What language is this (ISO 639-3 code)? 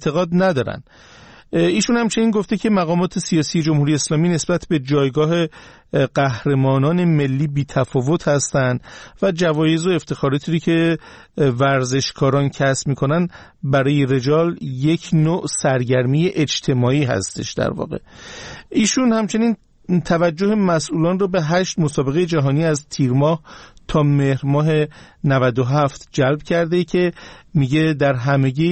fas